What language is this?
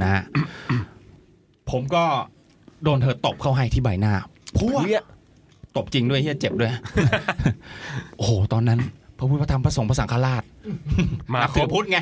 Thai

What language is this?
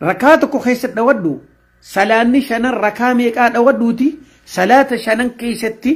Oromo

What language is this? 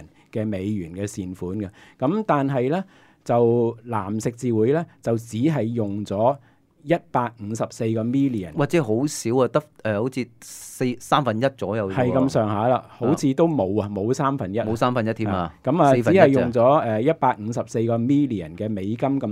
Cantonese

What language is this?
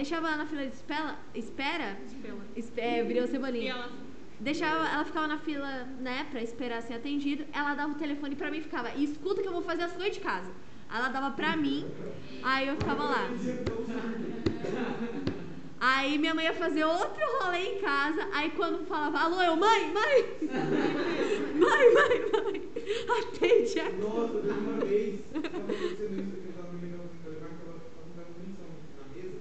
Portuguese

